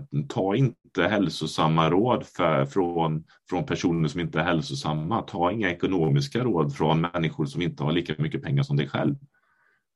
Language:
Swedish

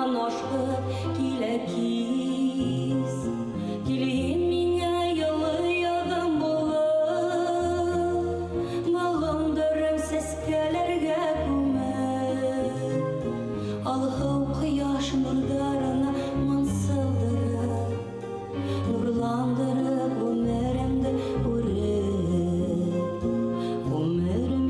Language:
Bashkir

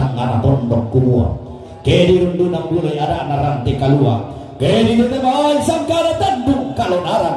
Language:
Toraja-Sa'dan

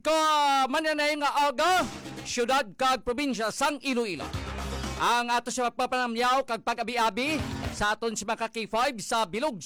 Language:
Hiligaynon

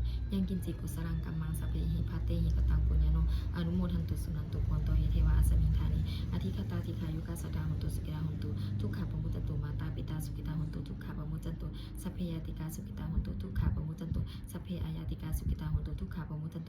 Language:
Pali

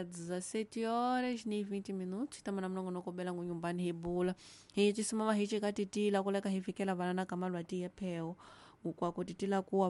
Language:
Tsonga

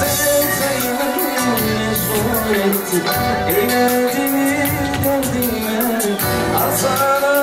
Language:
Turkmen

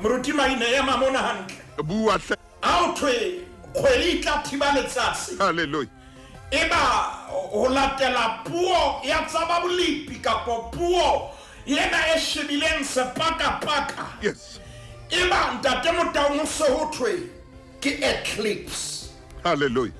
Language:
Southern Sotho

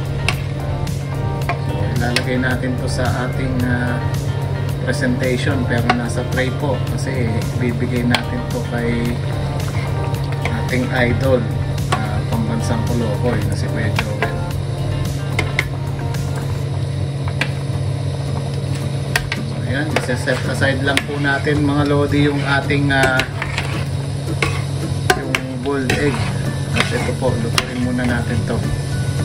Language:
Filipino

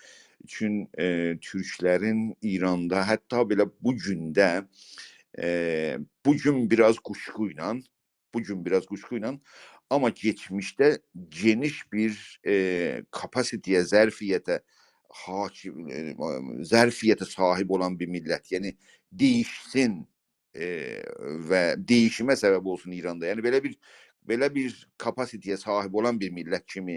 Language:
South Azerbaijani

